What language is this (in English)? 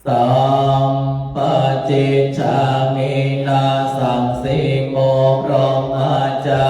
Pali